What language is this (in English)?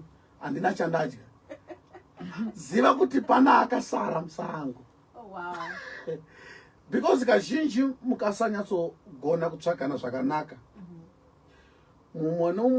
Shona